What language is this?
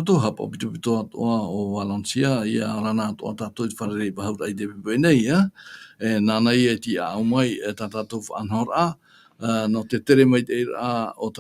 Tahitian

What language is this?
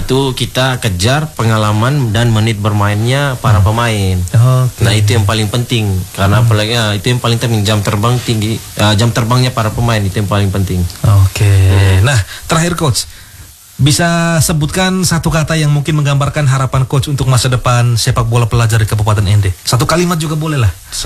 Indonesian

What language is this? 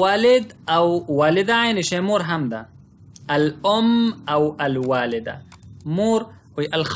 Pashto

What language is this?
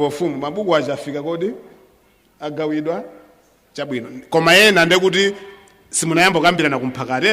Nyanja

